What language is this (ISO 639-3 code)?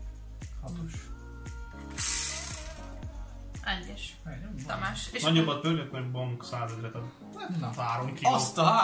hun